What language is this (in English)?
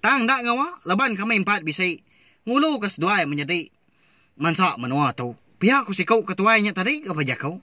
Iban